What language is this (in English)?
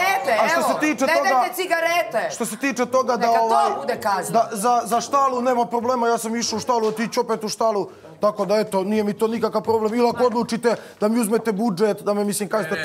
Bosnian